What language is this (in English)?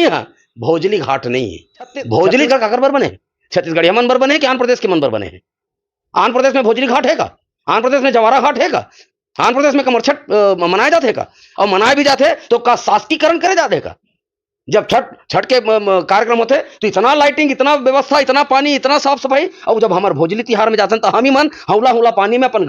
Chhattisgarhi